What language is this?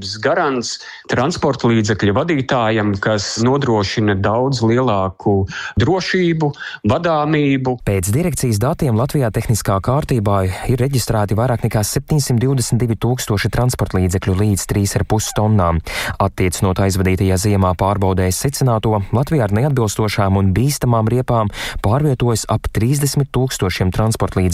Latvian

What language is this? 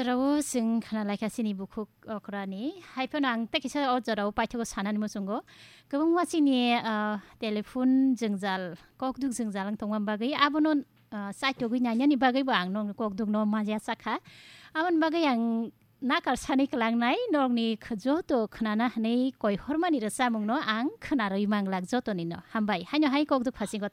Kok Borok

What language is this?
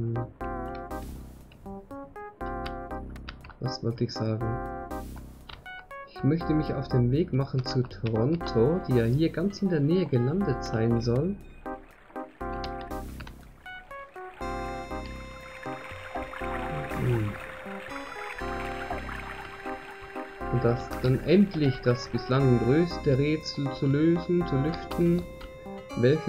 German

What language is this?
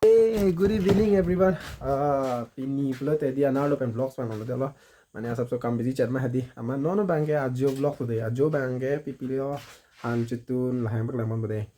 Karbi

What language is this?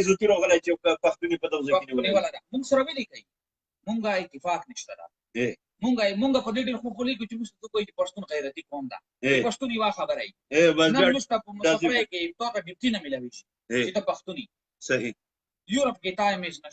Pashto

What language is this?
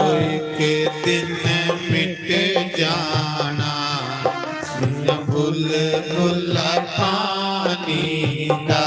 Dogri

